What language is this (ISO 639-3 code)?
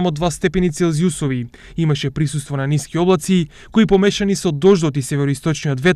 mkd